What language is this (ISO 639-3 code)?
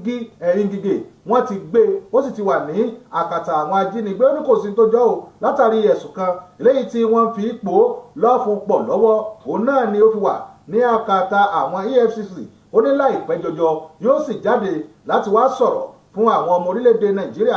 yor